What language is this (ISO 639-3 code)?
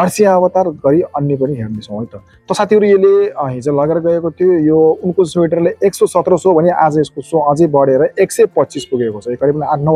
nep